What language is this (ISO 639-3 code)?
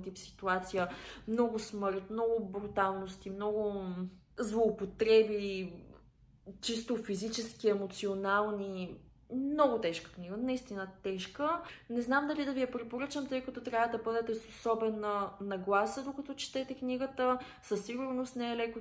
bul